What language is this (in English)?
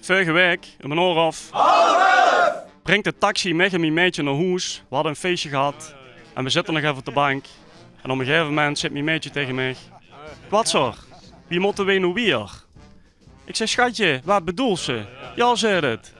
Limburgish